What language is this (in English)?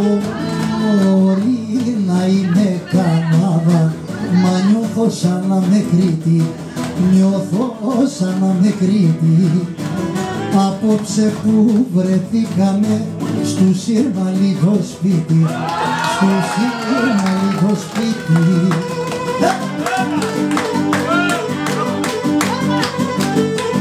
Greek